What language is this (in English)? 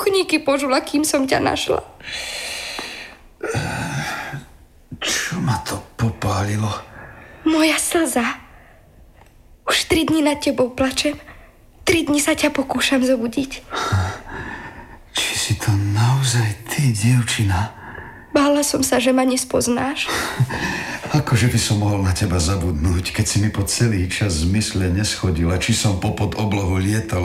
Slovak